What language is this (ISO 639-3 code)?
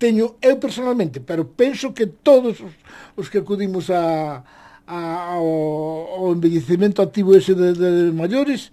glg